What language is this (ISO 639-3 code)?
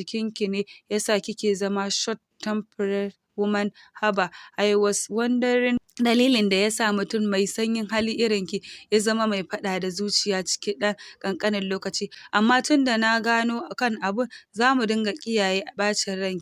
hau